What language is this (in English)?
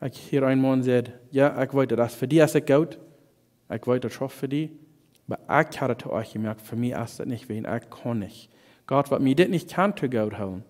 Plautdietsch